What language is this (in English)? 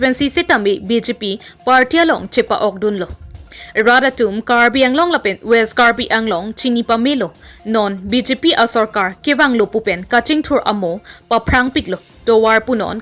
Karbi